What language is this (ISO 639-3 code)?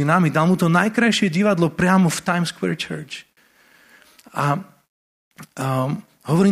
slk